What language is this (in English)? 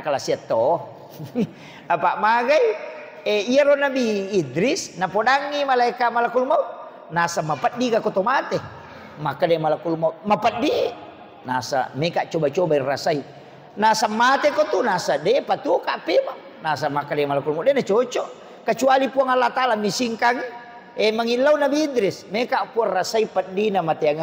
Buginese